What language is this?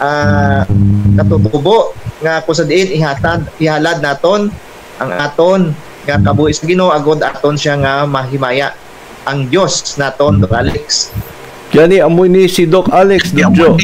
Hiligaynon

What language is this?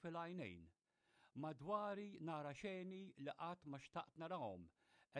Maltese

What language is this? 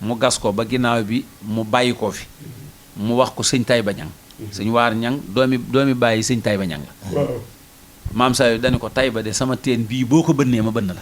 Wolof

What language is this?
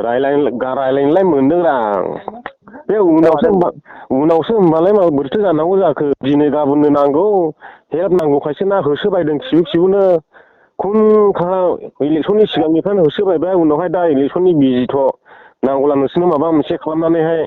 Bodo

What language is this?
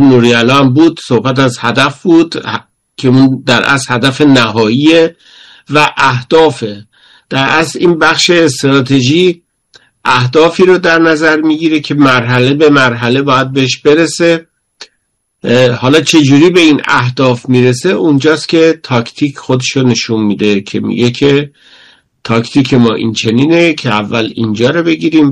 Persian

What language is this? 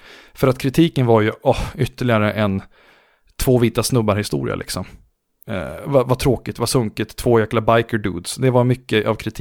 Swedish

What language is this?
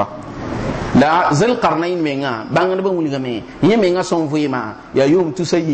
Mossi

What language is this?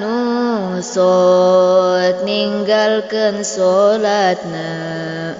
Sundanese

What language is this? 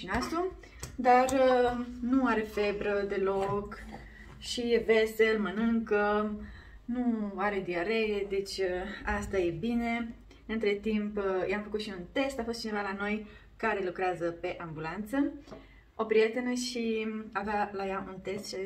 Romanian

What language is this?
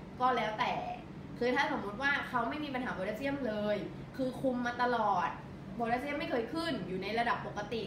Thai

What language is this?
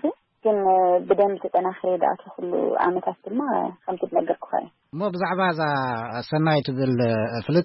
Tigrinya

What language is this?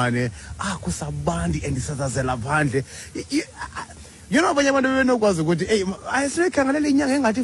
Xhosa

